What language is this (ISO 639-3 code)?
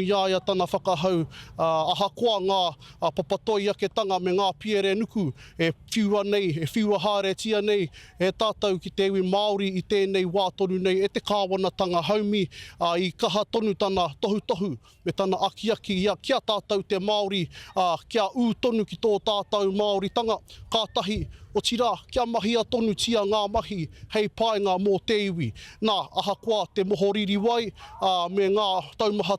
mri